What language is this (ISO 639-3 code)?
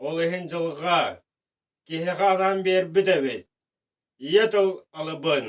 sah